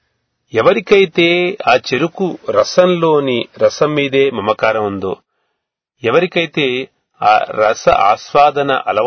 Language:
Telugu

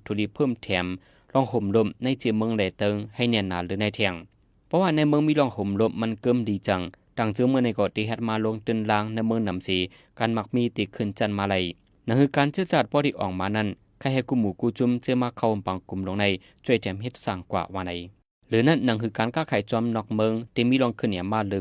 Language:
Shan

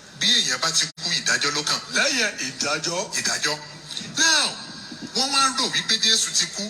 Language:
Yoruba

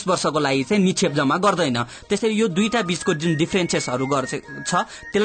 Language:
Nepali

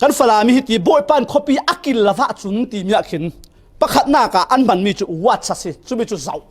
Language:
Falam Chin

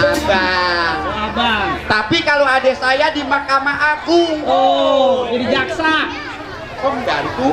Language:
Betawi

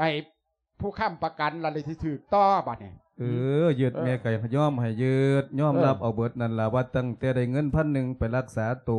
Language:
Lao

